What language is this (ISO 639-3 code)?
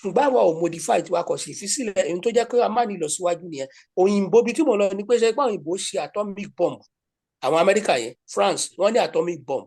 yor